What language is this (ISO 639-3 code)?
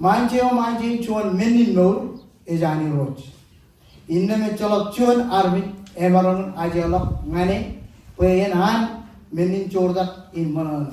mah